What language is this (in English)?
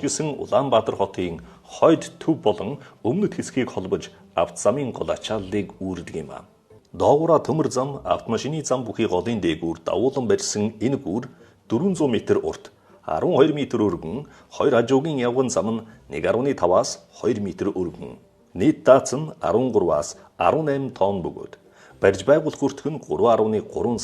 Mongolian